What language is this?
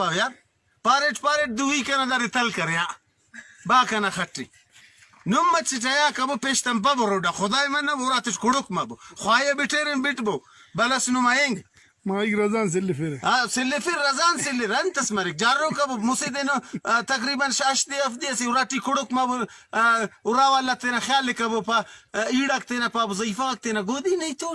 Brahui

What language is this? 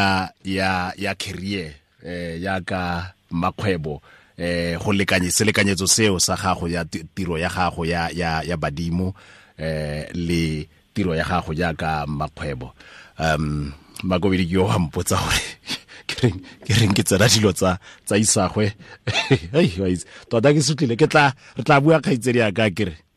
Tswana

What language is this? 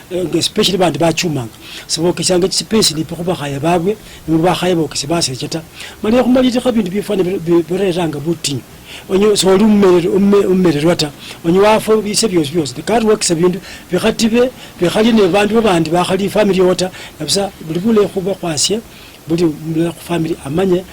Luyia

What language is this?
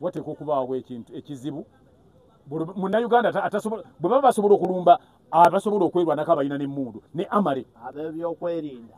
Ganda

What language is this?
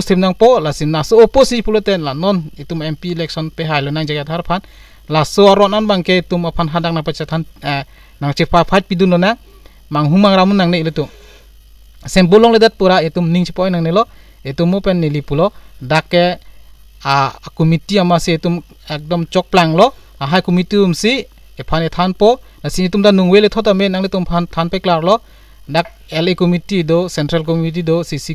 Karbi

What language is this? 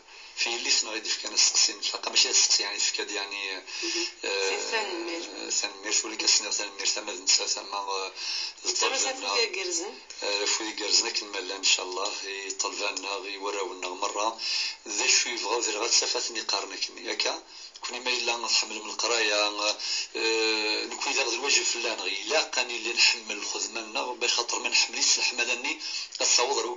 Kabyle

